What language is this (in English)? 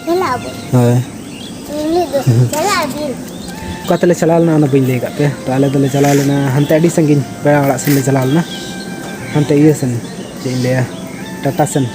Santali